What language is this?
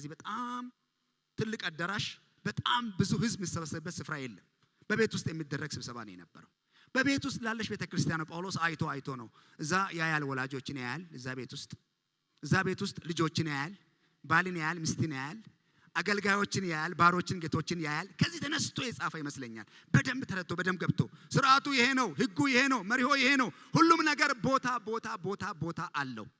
Amharic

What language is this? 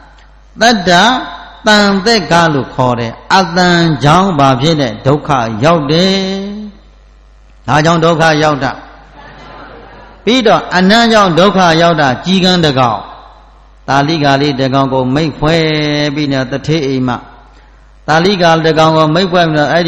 Burmese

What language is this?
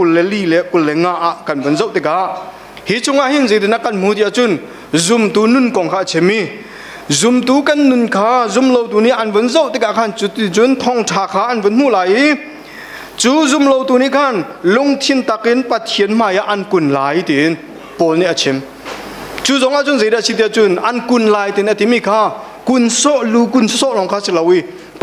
Hakha Chin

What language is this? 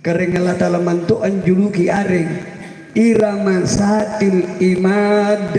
Makasar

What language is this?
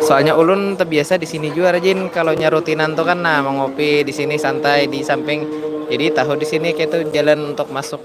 Banjar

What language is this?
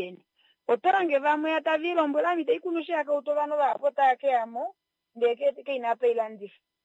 Kuanyama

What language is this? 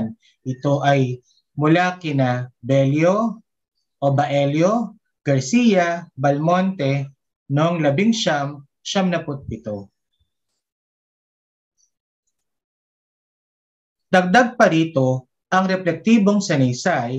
Filipino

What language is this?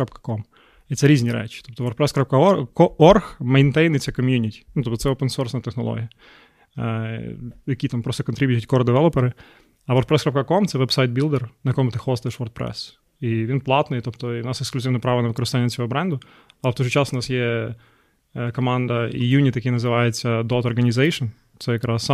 Ukrainian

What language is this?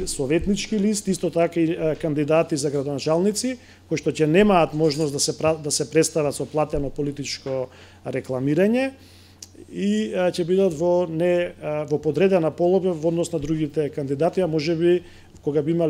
Macedonian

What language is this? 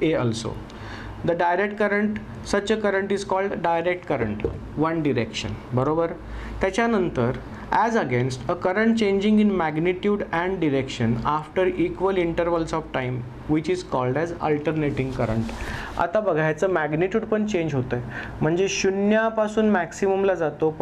Marathi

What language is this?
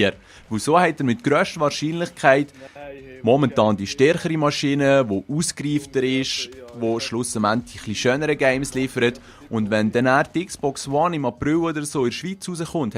Swiss German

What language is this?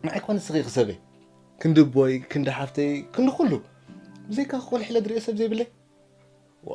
Tigrinya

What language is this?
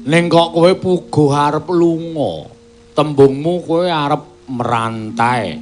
Javanese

